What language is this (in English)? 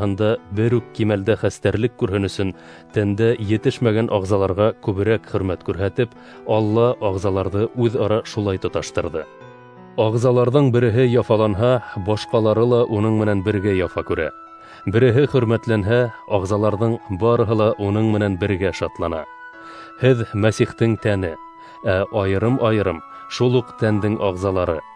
Bashkir